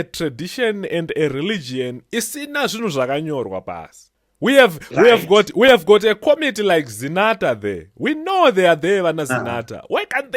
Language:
Shona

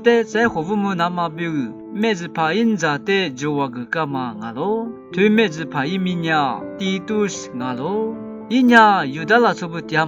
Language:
Lisu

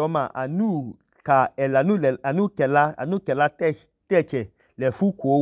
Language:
Idoma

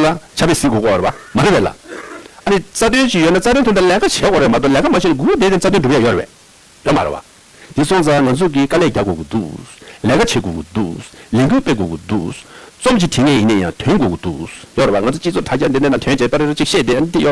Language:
Tibetan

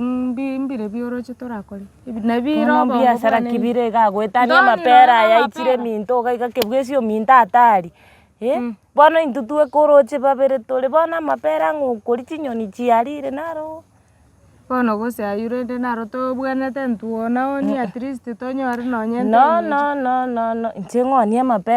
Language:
Gusii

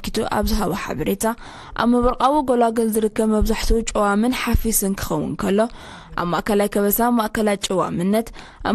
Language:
Tigrinya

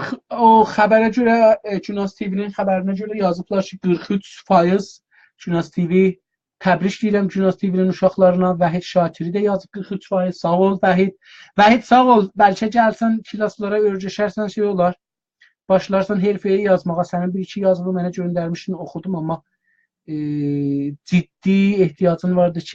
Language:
South Azerbaijani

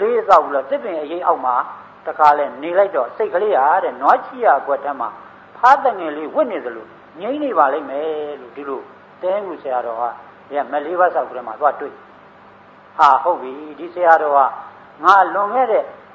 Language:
Burmese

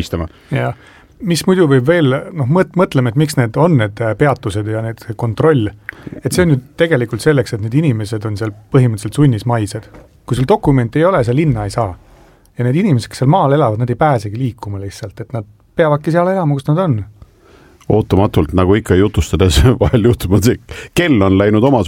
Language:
Estonian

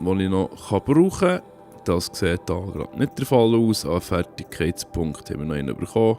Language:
Swiss German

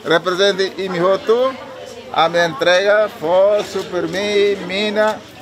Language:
Tetum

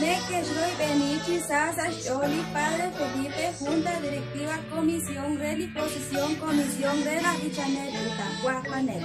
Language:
Kekchí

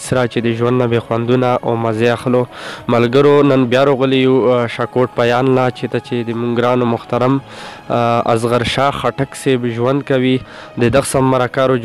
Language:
Pashto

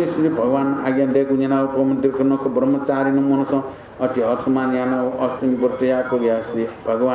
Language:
Newari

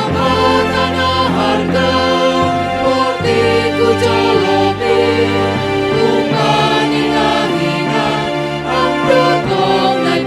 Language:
Batak Simalungun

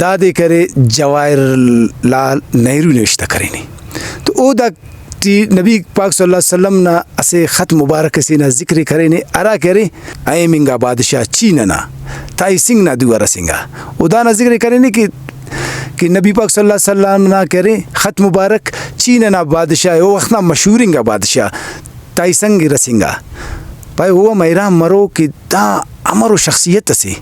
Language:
Brahui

